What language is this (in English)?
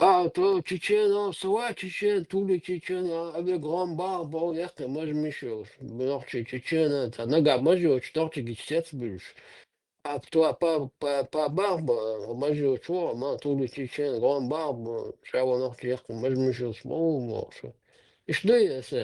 Chechen